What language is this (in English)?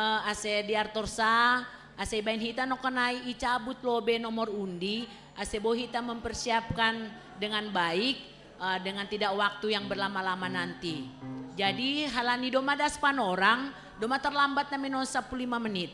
Batak Simalungun